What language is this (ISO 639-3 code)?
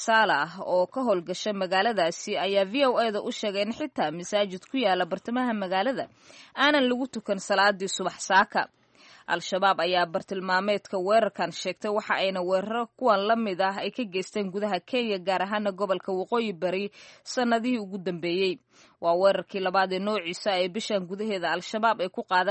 som